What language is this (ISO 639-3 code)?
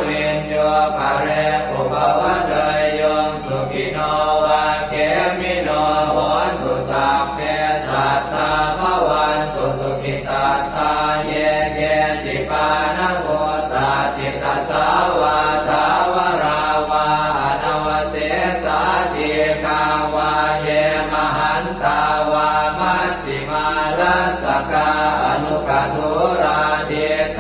pli